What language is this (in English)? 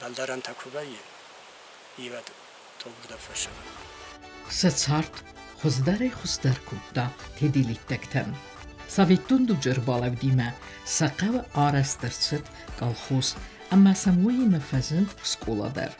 Ossetic